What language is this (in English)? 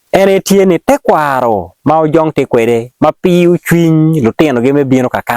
Acoli